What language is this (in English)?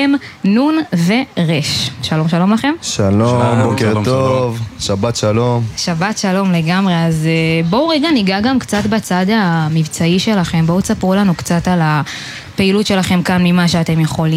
Hebrew